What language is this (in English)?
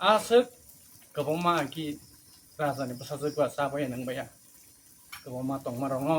Kok Borok